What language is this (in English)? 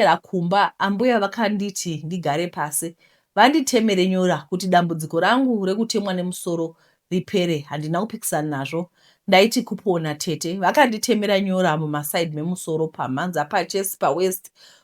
Shona